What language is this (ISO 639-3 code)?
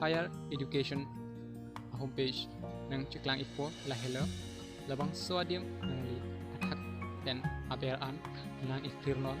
mjw